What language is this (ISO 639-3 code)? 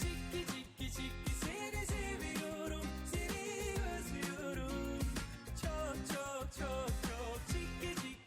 kaa